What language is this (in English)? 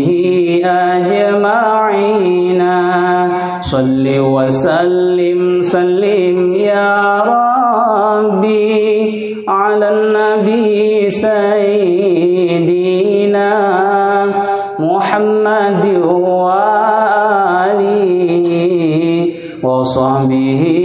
Achinese